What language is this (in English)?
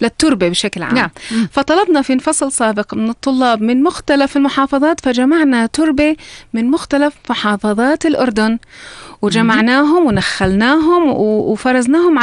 North Levantine Arabic